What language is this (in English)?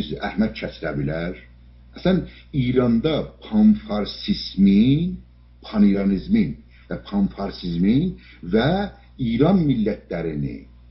South Azerbaijani